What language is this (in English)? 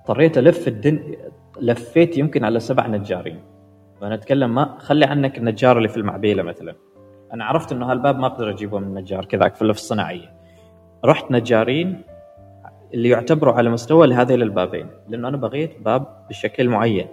Gulf Arabic